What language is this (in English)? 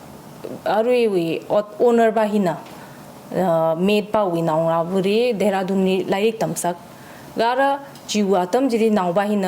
Tangkhul Naga (India)